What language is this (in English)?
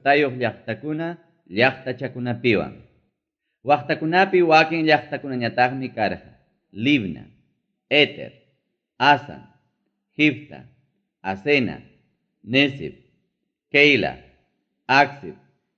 Ayacucho Quechua